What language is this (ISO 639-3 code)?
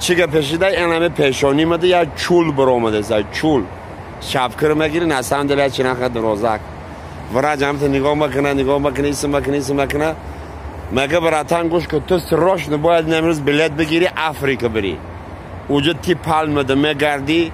tgk